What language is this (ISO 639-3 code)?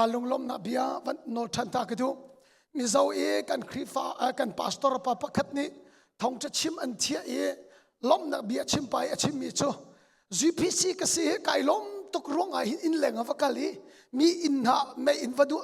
cnh